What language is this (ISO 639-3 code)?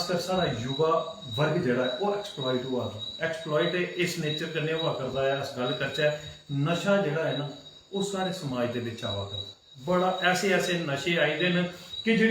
doi